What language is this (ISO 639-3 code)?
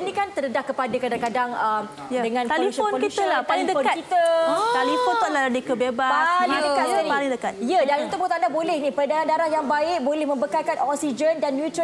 msa